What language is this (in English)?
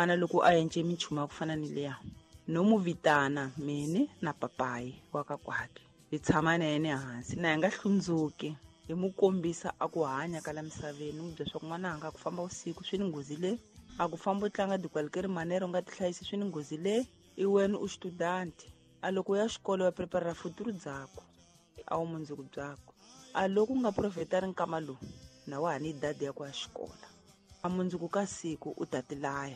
Tsonga